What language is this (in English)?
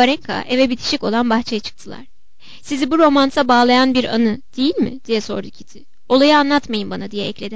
Turkish